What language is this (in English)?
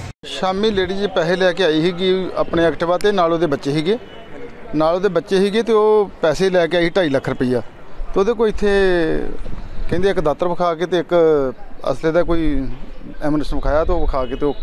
Punjabi